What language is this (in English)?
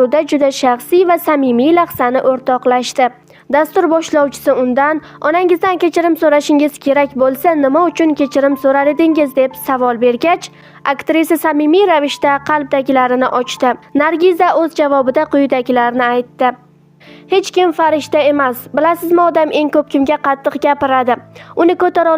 Uzbek